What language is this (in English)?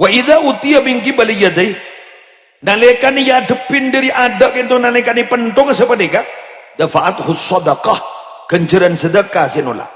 Madurese